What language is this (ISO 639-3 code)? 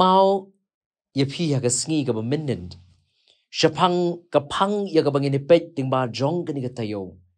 kha